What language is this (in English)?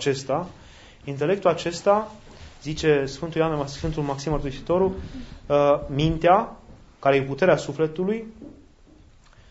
Romanian